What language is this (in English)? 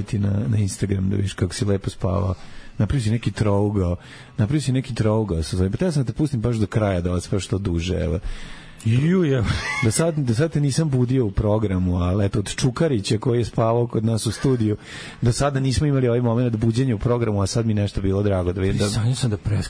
Serbian